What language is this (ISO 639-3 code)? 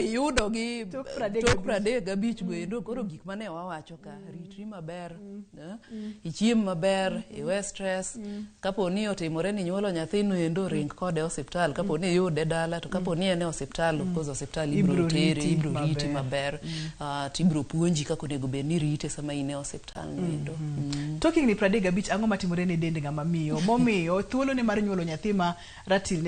luo